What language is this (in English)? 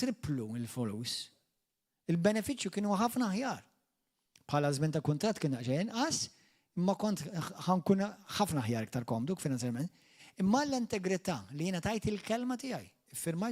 Maltese